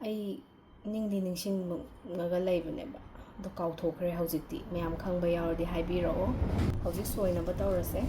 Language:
Manipuri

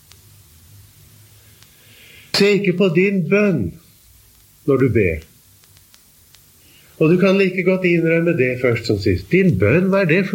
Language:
Norwegian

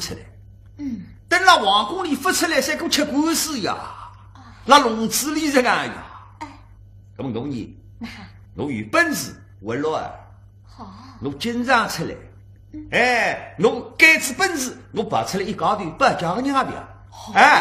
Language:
Wu Chinese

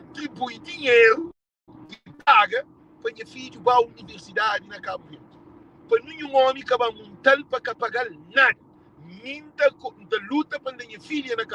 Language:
Kabuverdianu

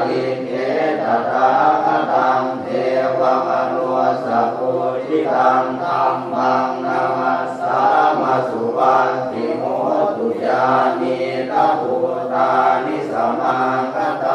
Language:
Pali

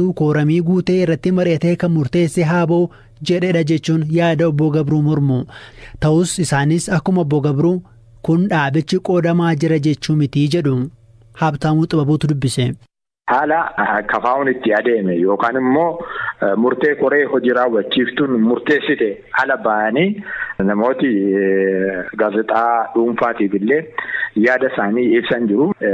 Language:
Oromo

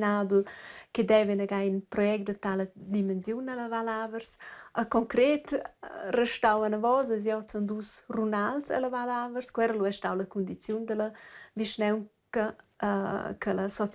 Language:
Romansh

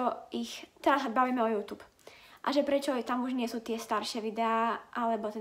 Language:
Slovak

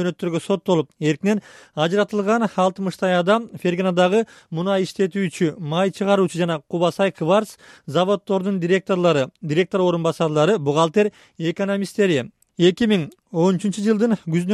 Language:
Kyrgyz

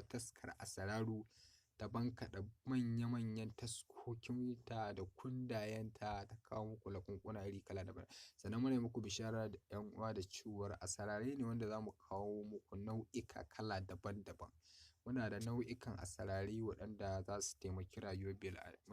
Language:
Hausa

